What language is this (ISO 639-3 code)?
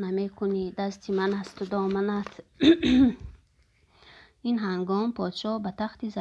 tgk